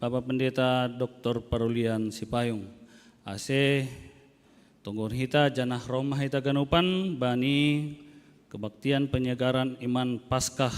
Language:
Batak Simalungun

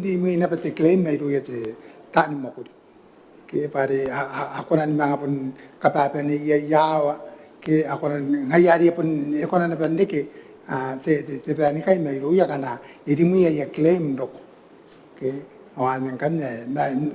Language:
Gilbertese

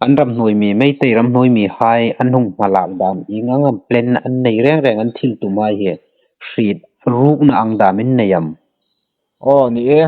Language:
Hmar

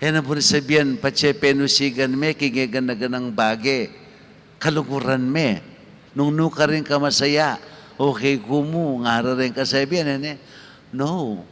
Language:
Pampanga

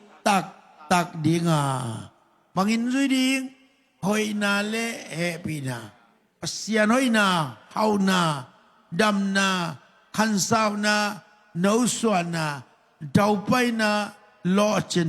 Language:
Tedim Chin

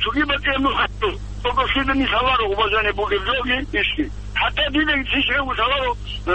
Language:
Avaric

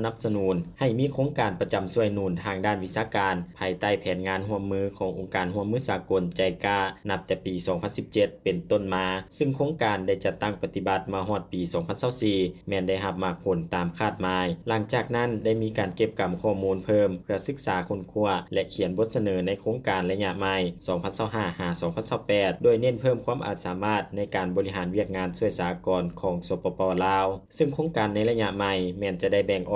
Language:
Lao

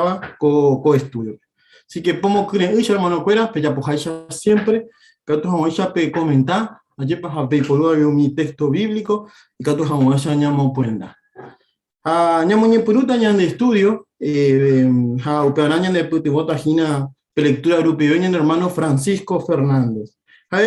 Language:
Guarani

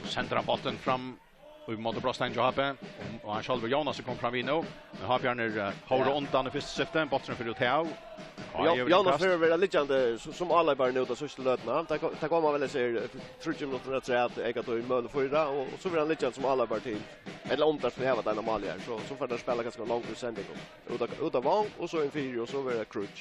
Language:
Faroese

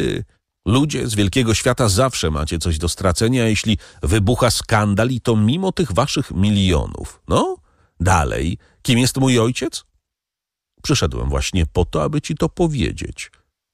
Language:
Polish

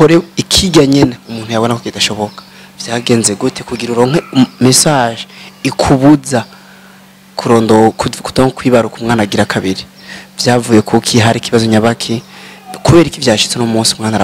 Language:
Rundi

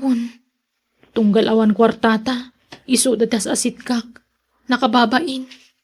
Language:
Iloko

